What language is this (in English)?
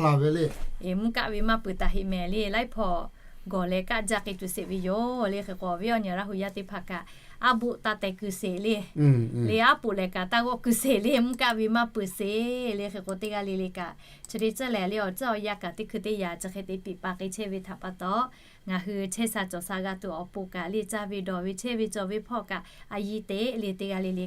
Lahu